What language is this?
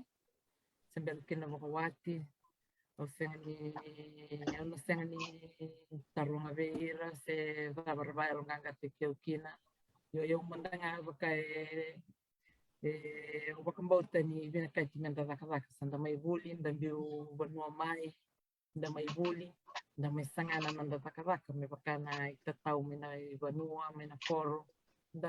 Fijian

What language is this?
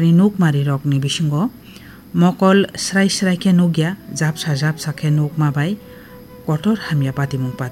Kok Borok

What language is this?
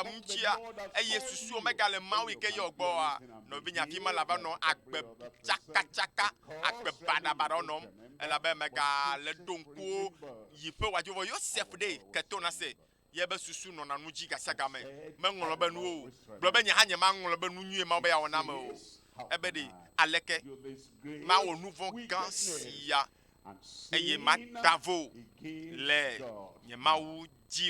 Ewe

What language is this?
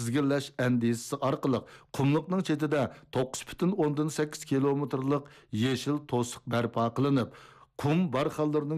Uyghur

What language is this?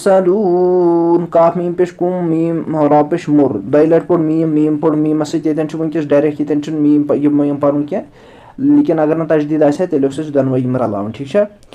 Kashmiri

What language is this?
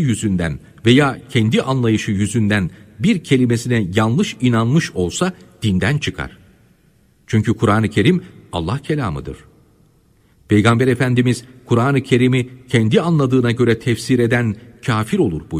Turkish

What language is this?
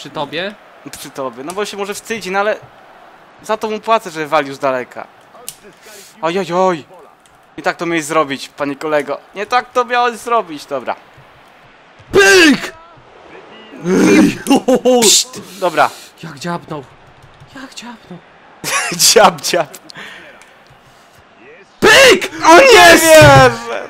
Polish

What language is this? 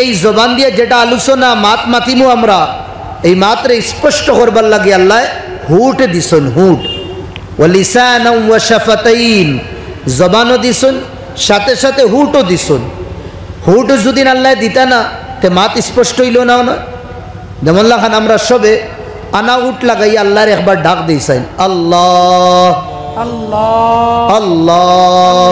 Sylheti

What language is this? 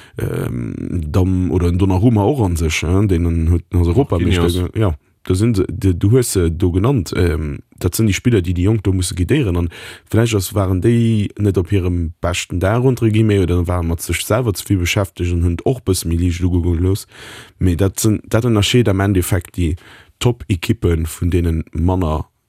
Luxembourgish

